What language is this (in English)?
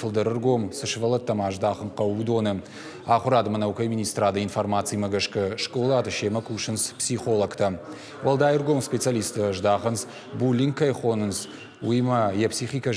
Ossetic